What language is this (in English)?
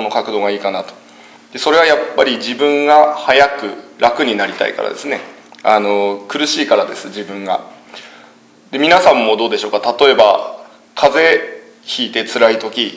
Japanese